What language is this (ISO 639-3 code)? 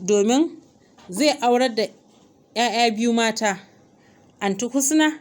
hau